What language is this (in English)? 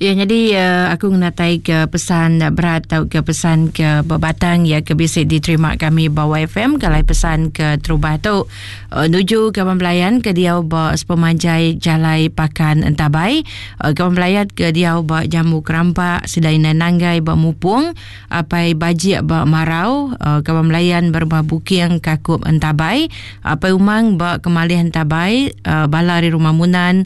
Iban